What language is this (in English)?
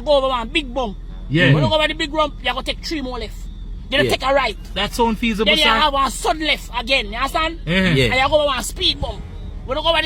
Jamaican Creole English